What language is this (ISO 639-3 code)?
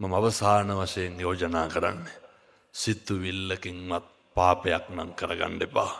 sin